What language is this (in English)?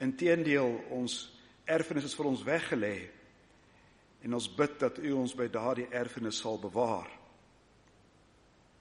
Afrikaans